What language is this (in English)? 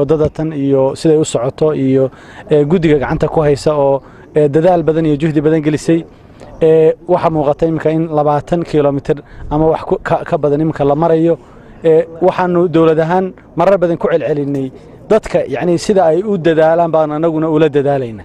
Somali